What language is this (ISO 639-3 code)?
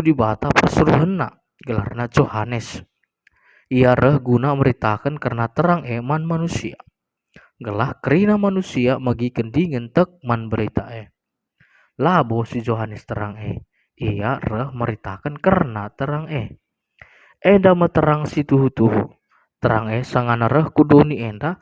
btx